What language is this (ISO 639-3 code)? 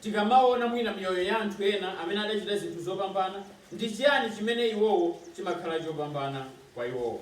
nya